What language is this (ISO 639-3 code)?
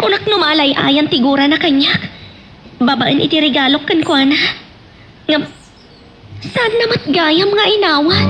ilo